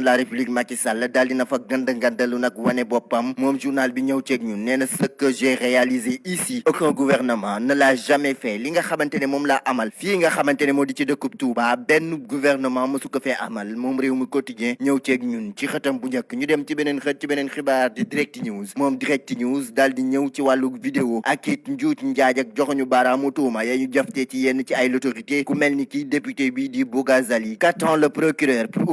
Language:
Wolof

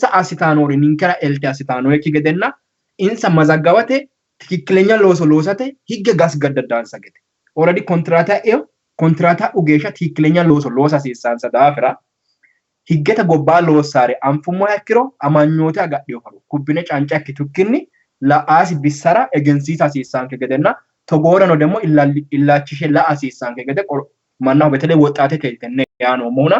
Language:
Sidamo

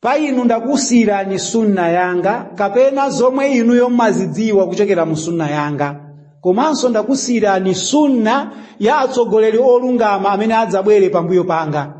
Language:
Nyanja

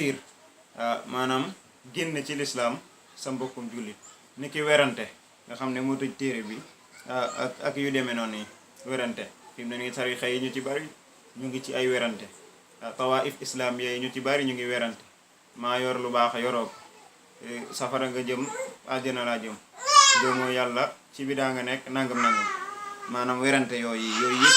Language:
Wolof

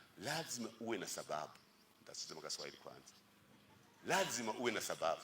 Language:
Rundi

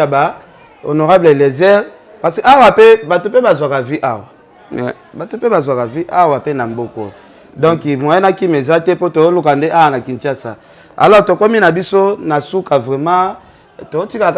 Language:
Lingala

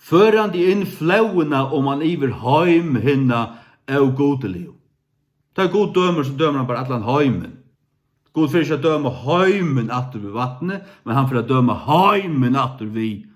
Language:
Faroese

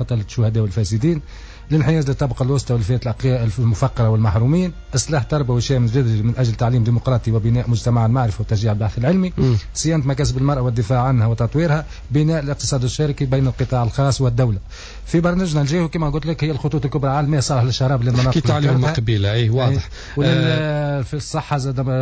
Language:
Tunisian Arabic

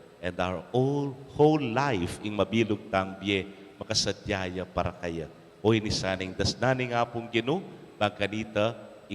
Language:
Pampanga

